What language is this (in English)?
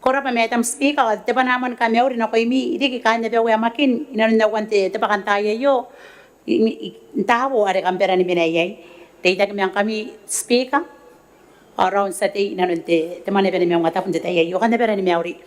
Gilbertese